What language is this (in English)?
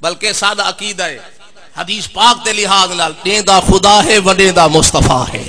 Saraiki